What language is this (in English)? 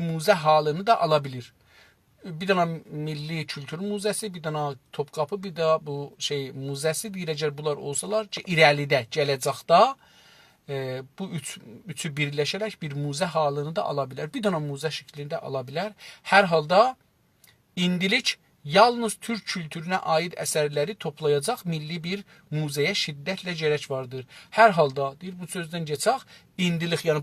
South Azerbaijani